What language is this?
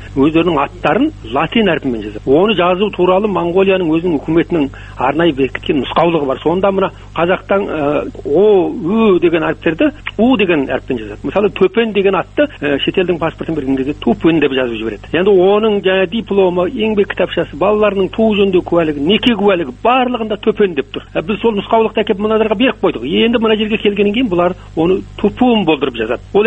Kazakh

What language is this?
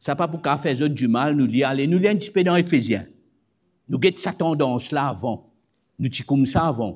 Morisyen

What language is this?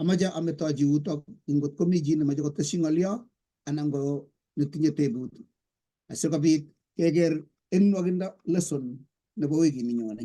Kalenjin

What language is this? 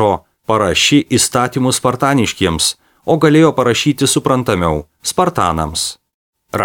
Lithuanian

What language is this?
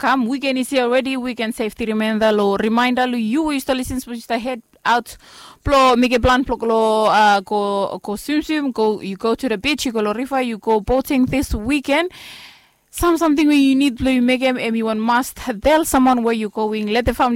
Bislama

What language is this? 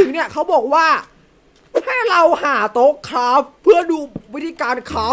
Thai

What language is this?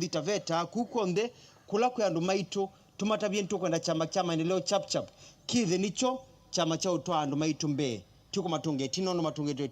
Kamba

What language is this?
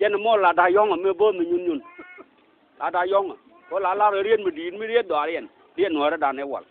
Nuer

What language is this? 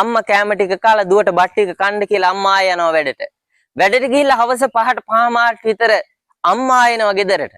Sinhala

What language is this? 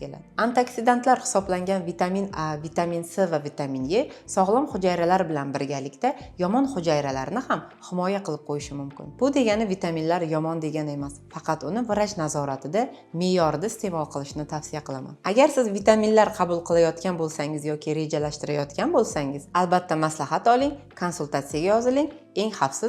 Uzbek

